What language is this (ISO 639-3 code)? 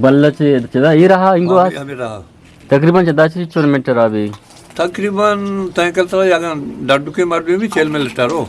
bgp